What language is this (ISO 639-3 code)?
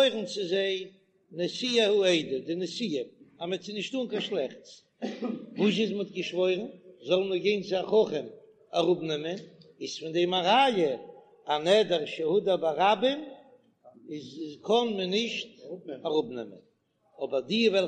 yid